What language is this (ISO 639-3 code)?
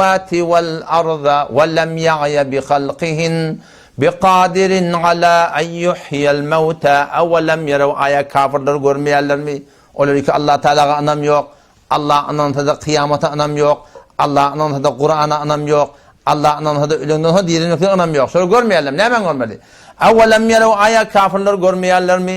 tuk